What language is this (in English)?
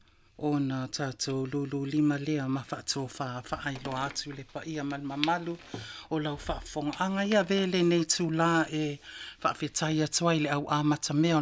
Samoan